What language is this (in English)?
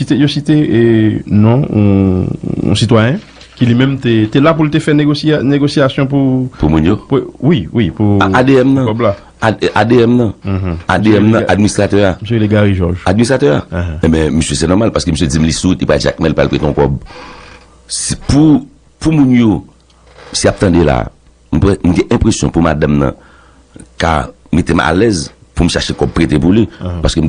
Haitian Creole